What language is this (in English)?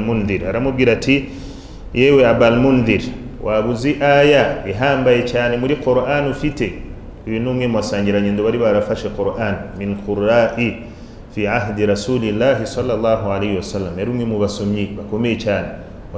Kinyarwanda